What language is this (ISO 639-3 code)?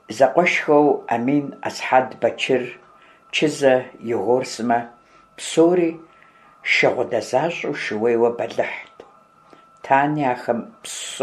kbd